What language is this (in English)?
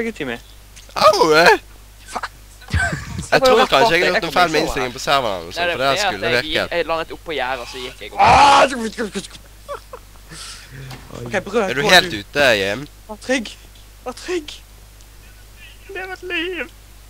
Norwegian